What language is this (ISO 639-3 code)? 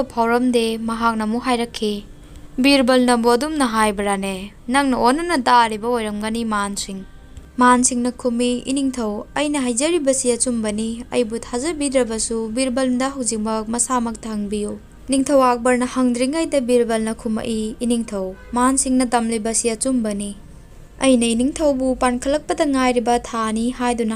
mni